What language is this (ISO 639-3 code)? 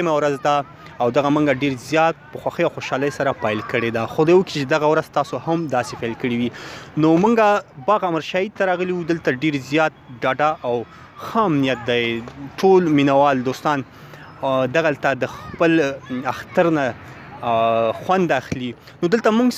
pus